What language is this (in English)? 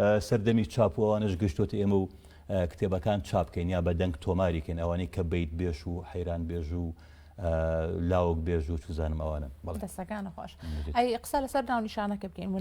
Central Kurdish